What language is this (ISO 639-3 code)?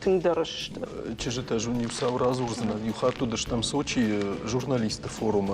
oss